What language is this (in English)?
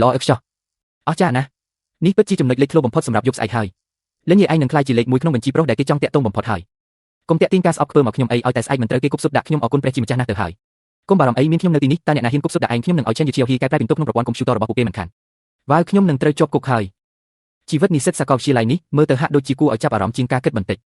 Khmer